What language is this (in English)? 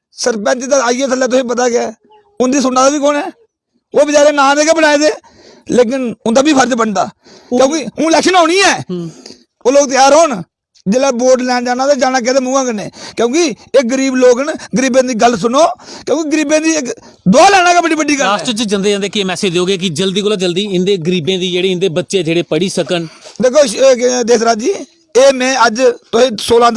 Dogri